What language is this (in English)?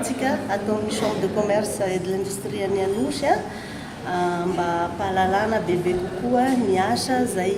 Malagasy